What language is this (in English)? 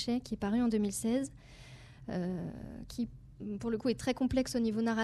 French